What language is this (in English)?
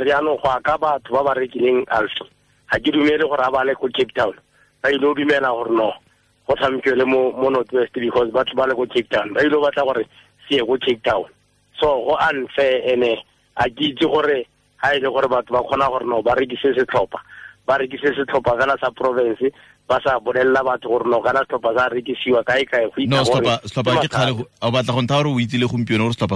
Tswana